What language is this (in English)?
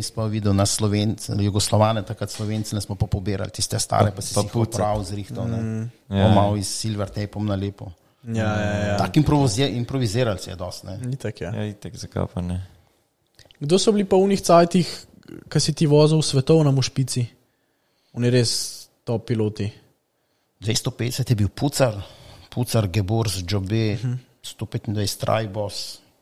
Slovenian